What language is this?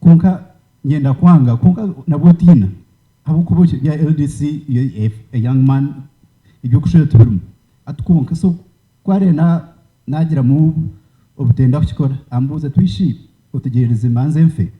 Nyankole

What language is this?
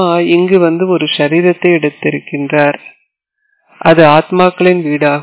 Tamil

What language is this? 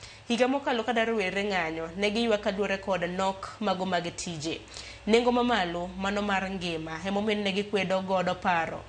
Luo (Kenya and Tanzania)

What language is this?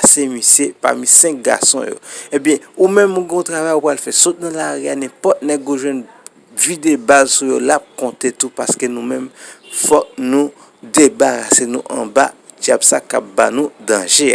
Haitian Creole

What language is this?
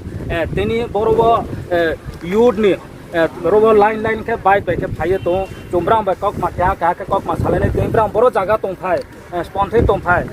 Riang (India)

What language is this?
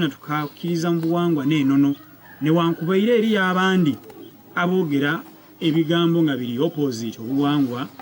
Soga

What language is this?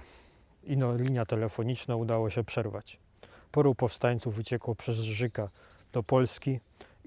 Silesian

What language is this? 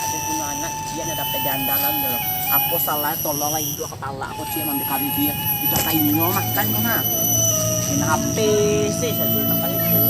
Minangkabau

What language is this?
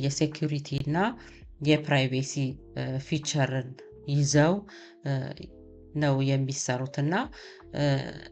Amharic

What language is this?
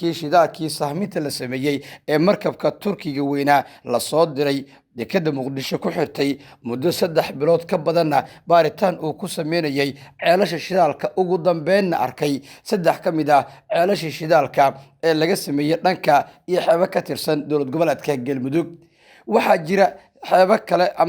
Somali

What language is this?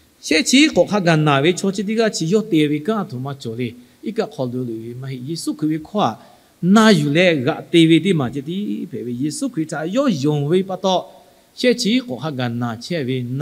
Lahu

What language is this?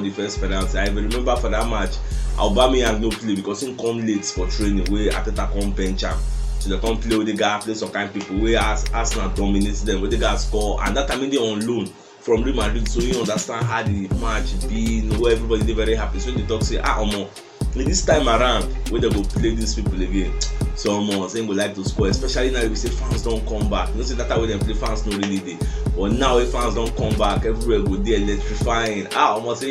Nigerian Pidgin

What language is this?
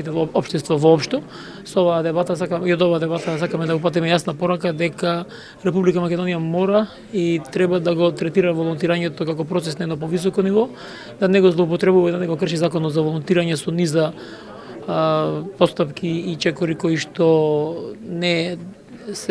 Macedonian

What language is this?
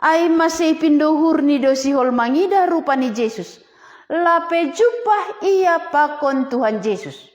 Batak Simalungun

